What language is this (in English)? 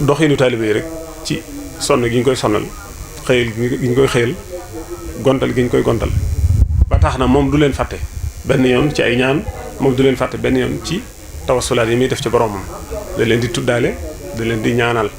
Wolof